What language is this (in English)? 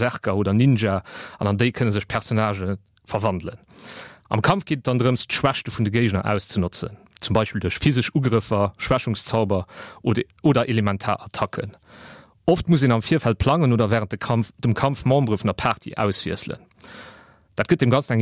Luxembourgish